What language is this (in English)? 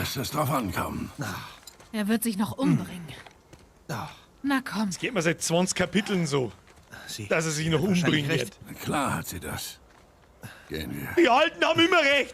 Bavarian